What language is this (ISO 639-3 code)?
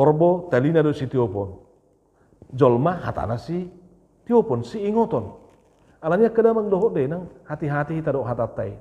bbc